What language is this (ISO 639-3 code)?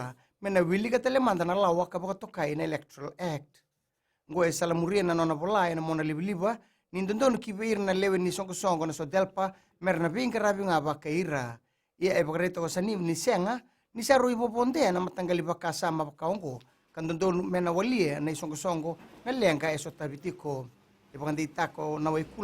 fij